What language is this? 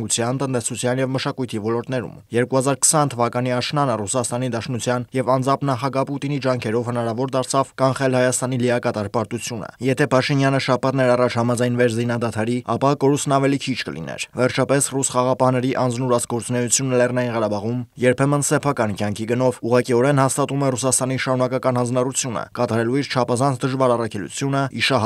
Armenian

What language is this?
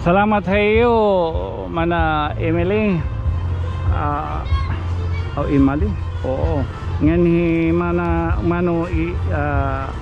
Waray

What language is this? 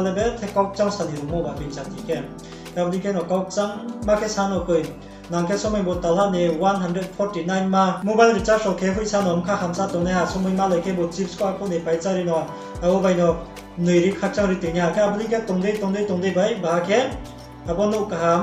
Riang (India)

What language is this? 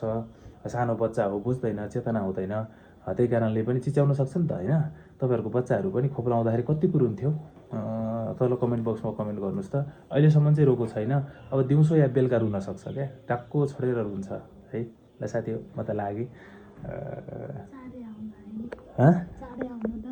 Nepali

